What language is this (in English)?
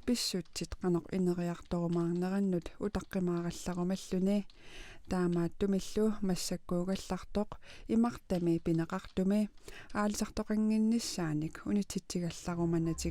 Kalaallisut